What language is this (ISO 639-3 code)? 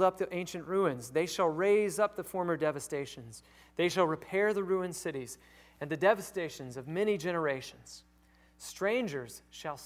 eng